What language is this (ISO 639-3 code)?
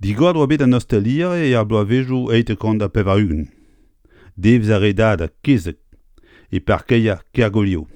bre